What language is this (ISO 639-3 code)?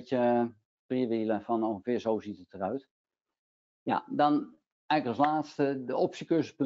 nld